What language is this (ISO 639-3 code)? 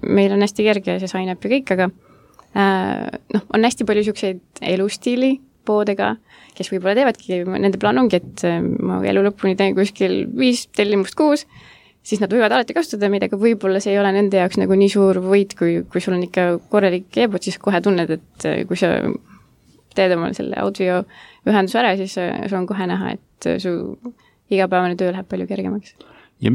est